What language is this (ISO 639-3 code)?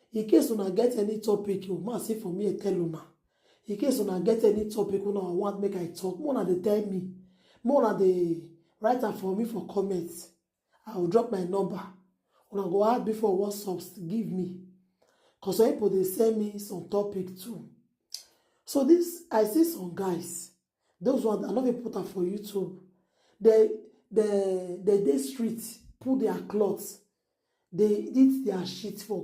pcm